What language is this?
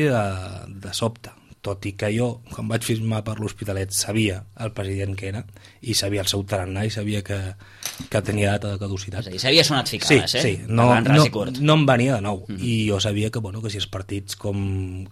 Catalan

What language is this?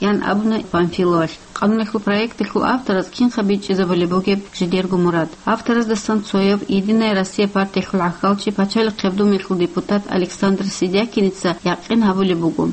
Avaric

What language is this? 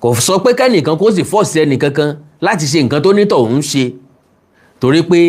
Yoruba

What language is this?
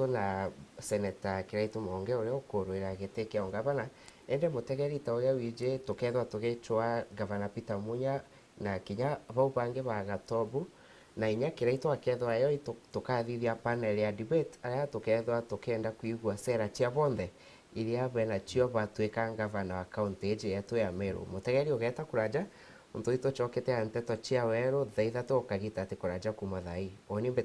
Meru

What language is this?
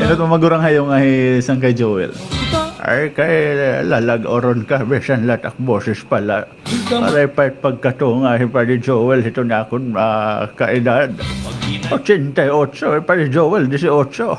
Waray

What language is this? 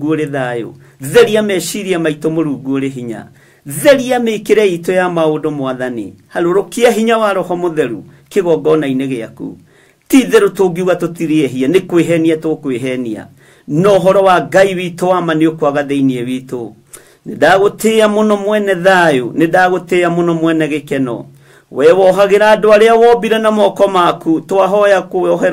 Kikuyu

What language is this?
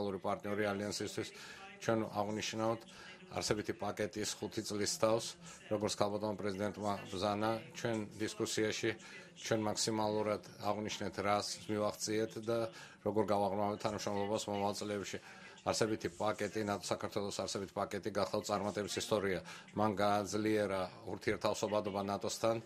Georgian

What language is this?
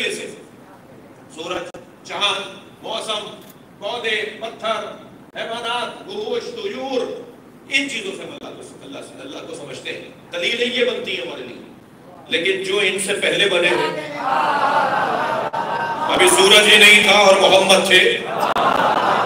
Urdu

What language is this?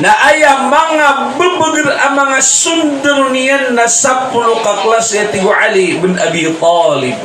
Maranao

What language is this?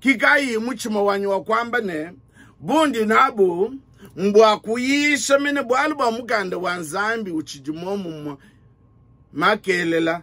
Luba-Lulua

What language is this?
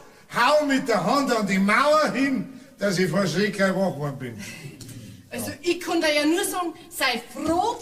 Bavarian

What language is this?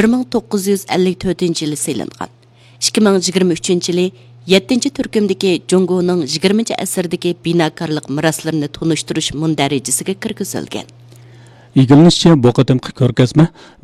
Uyghur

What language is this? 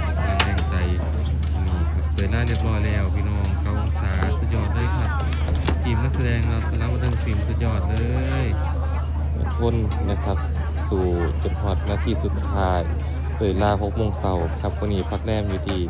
Northeastern Thai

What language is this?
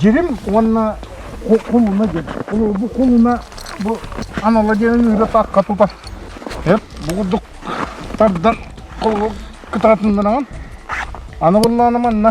Yakut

